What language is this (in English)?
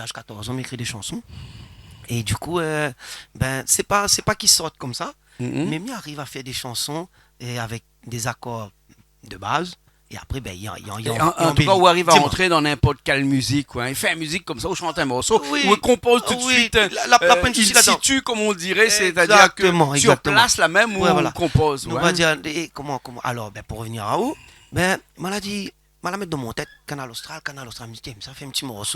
Réunion Creole French